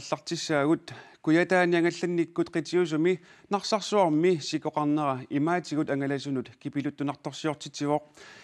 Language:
Kalaallisut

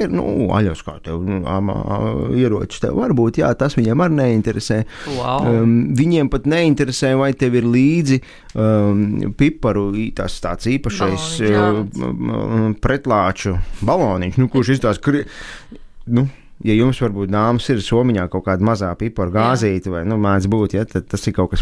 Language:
Latvian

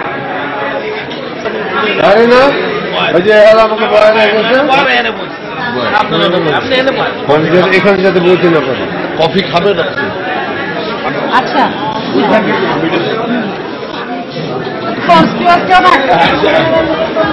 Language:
Bangla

